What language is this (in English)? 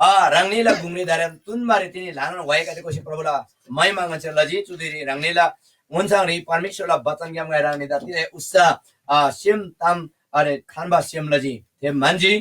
Eastern Tamang